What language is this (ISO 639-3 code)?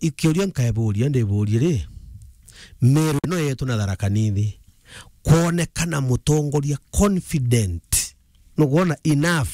mer